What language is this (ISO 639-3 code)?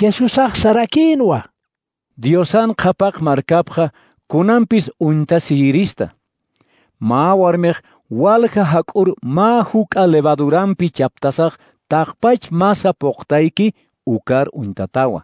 aym